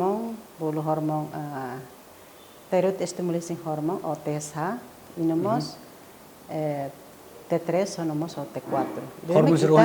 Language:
Tetum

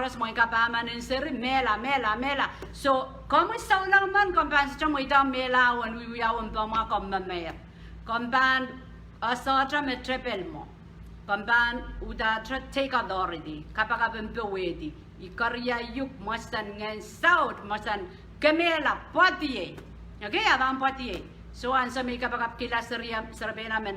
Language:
Pohnpeian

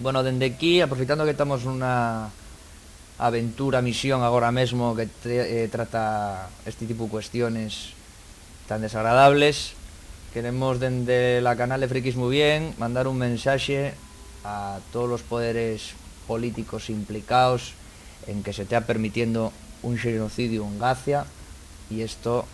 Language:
Asturian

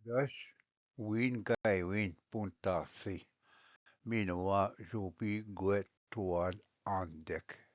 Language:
Ojibwa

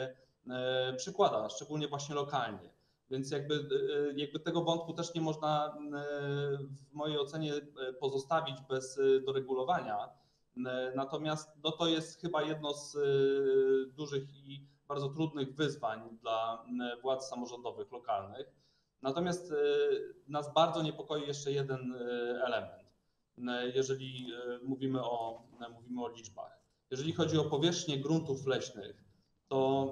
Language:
Polish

